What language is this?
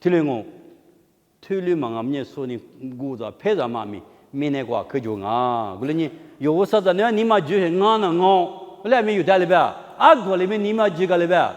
Lisu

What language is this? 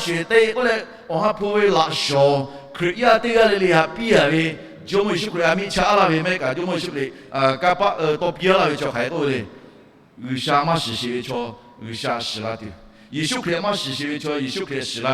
Lahu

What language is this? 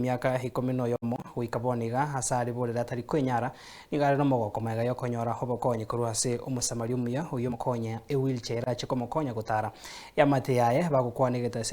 Gusii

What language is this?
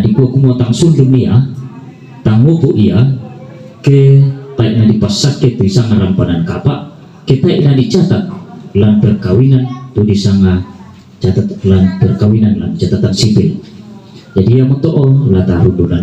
Toraja-Sa'dan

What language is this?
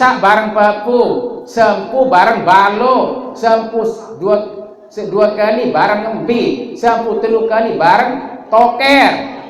Sasak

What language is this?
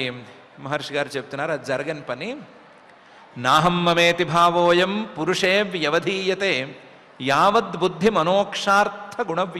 Telugu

